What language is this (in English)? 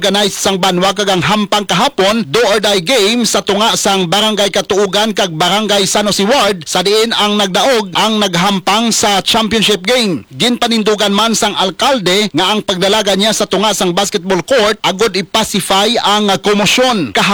Hiligaynon